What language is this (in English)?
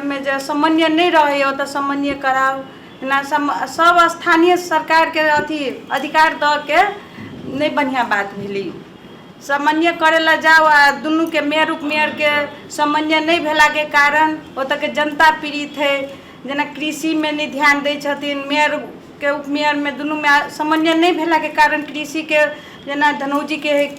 Nepali